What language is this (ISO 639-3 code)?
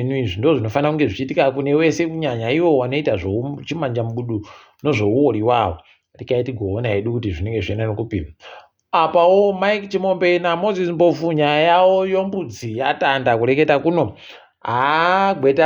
ndc